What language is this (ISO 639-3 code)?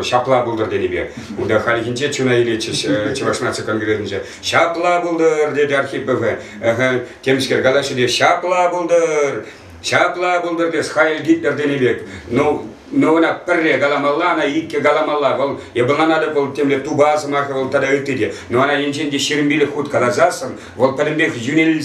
chv